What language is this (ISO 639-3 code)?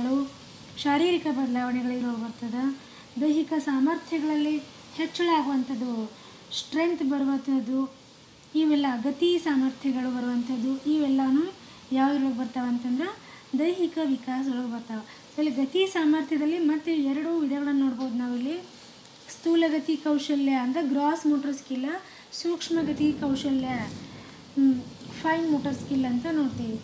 kan